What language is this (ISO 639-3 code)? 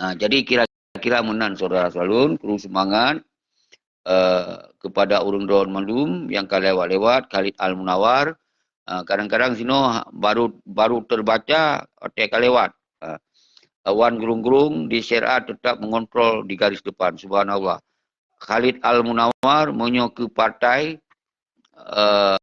ace